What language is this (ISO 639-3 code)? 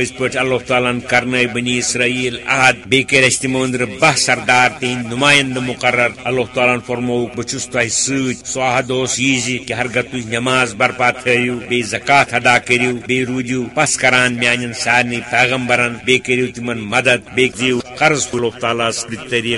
kas